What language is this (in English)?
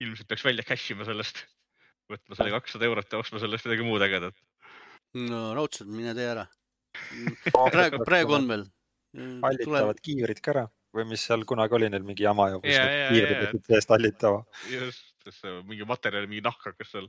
Estonian